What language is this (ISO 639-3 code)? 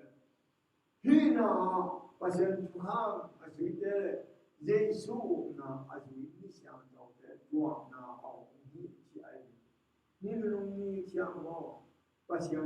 ctd